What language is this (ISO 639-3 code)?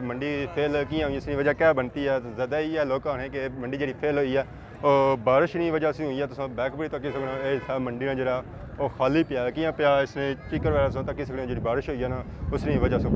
phr